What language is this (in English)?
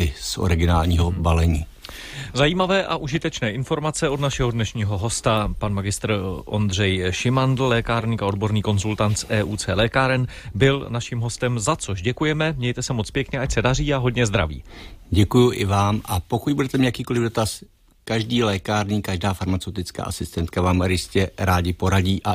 Czech